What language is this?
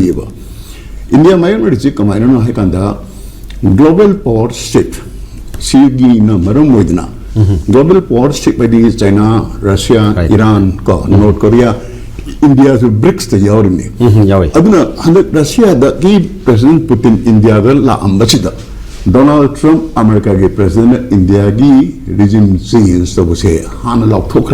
Manipuri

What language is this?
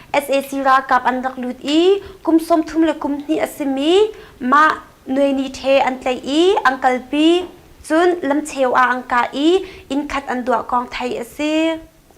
Hakha Chin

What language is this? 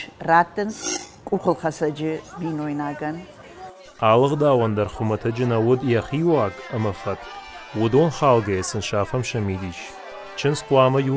Ossetic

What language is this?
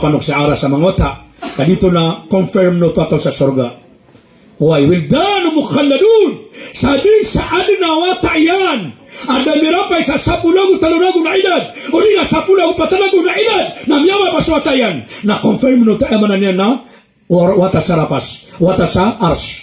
Maranao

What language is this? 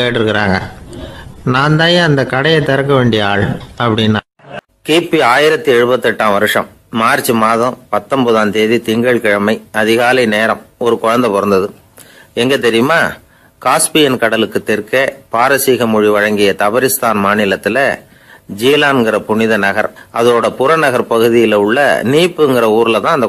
Tamil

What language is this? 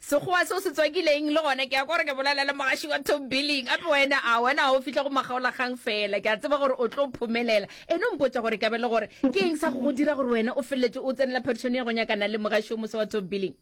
Northern Sotho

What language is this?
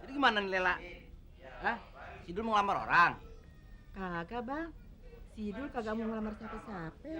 Betawi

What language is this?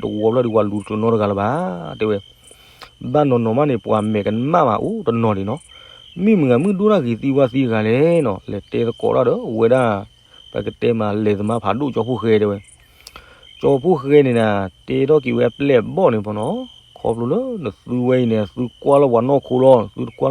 S'gaw Karen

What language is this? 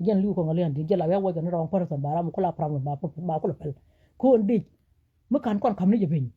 Nuer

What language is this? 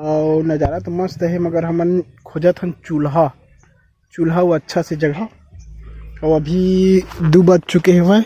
Chhattisgarhi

